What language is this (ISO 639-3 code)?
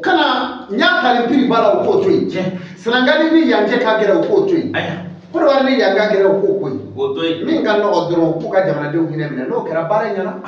bam